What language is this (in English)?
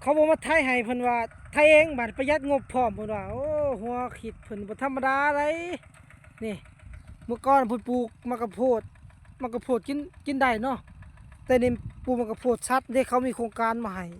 Lao